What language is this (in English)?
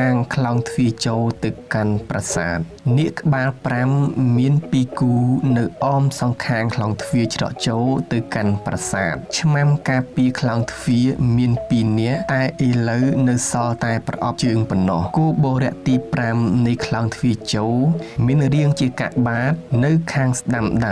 Khmer